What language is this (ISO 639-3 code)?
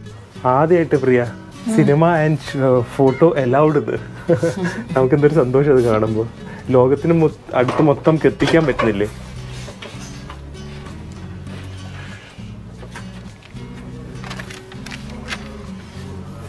mal